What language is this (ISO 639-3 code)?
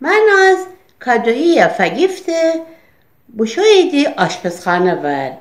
glk